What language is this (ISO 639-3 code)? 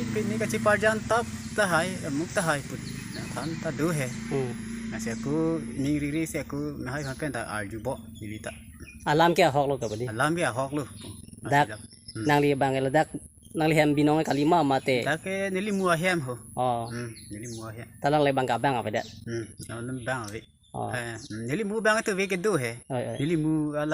mjw